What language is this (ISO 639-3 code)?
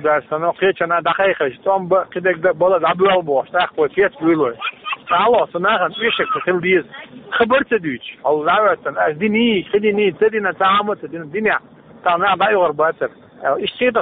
che